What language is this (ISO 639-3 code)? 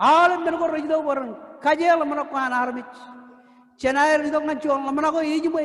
mah